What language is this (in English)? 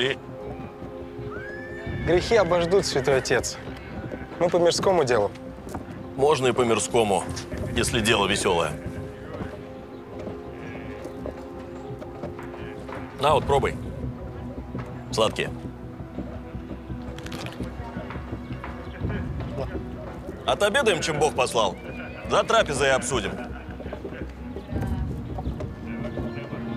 Russian